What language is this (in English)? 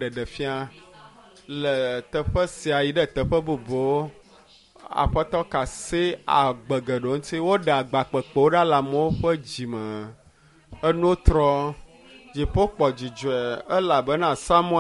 Ewe